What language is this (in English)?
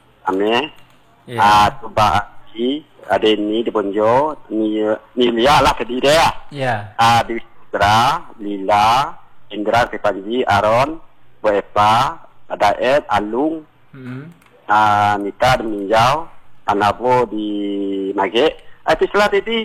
Indonesian